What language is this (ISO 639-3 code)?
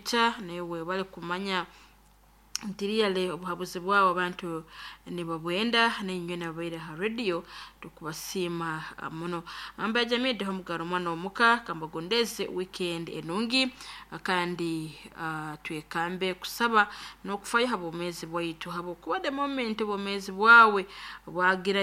nyo